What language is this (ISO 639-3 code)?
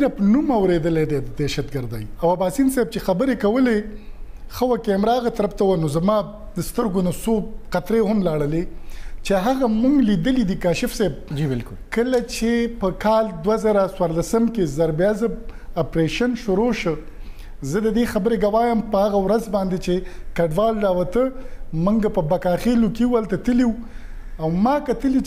pus